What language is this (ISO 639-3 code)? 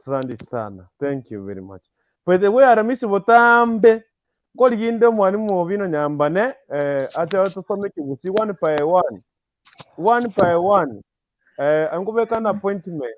guz